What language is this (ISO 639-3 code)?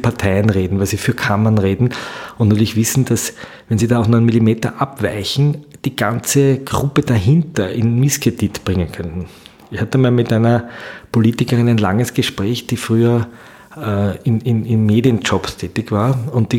deu